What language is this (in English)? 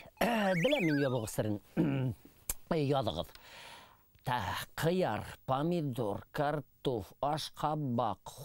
Bashkir